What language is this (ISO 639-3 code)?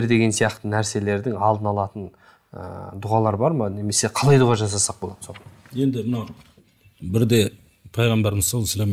kaz